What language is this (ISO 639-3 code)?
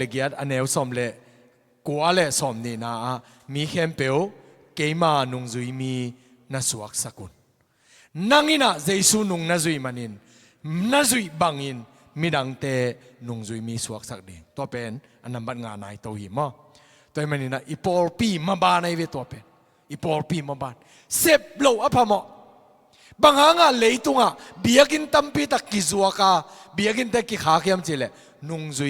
ctd